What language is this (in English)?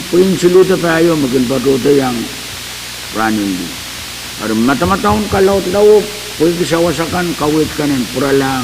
Pohnpeian